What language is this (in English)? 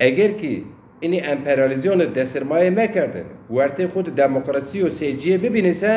Zaza